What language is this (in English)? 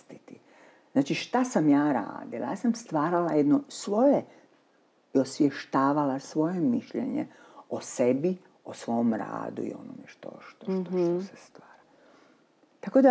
Croatian